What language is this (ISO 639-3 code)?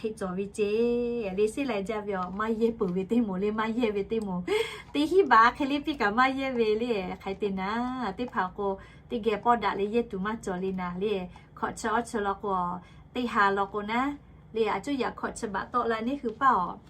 lhu